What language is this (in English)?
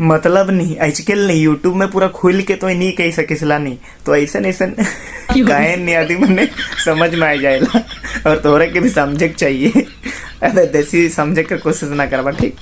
Sadri